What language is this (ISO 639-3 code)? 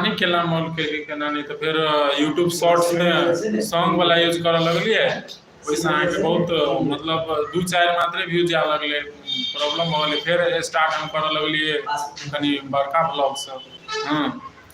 mai